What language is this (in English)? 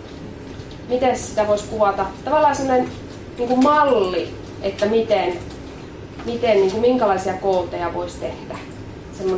Finnish